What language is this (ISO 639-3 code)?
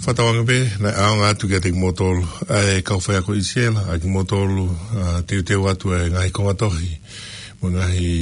ton